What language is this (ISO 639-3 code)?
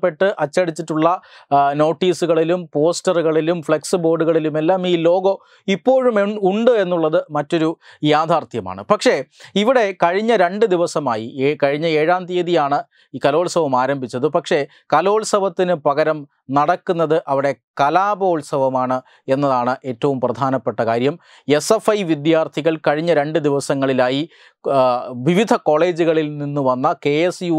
mal